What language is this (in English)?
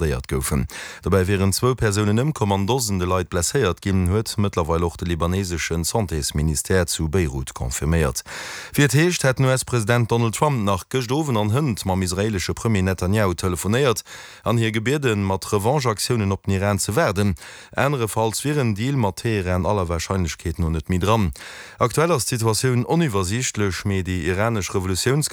Luxembourgish